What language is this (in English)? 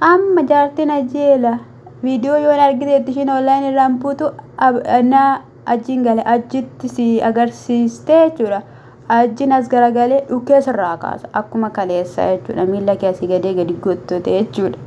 Oromo